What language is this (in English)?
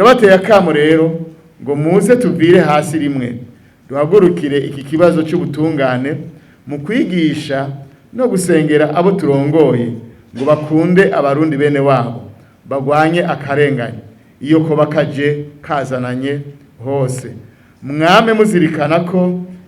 Rundi